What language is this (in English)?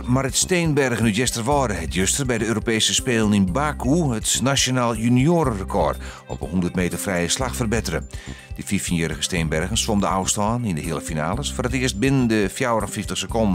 Western Frisian